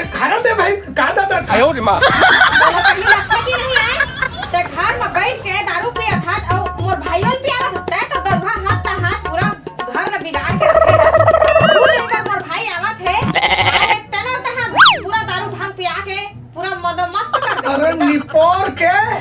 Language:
Chhattisgarhi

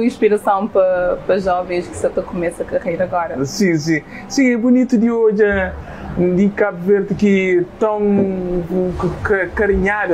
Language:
Kabuverdianu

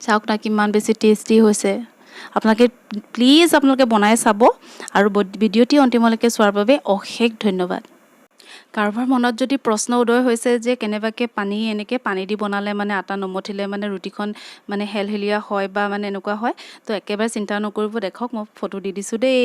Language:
Assamese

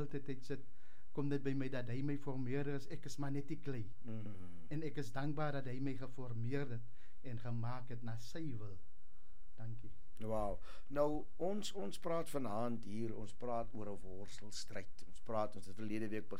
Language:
Afrikaans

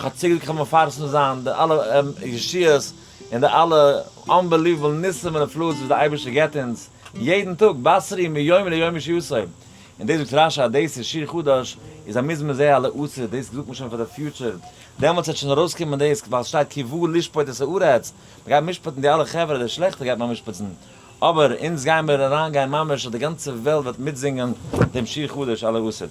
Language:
Yiddish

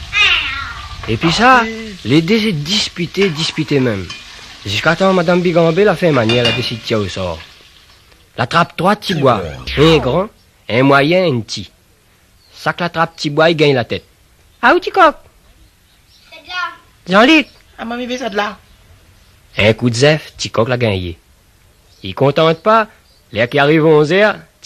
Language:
Réunion Creole French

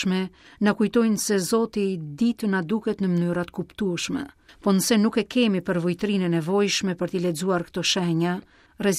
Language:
Albanian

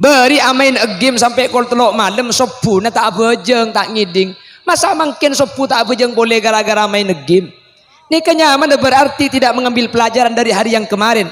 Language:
Madurese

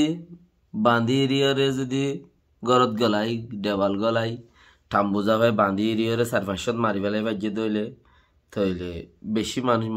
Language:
Rohingya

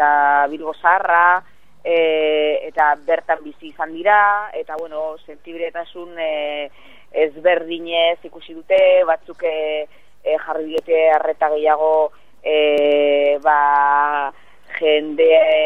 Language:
Basque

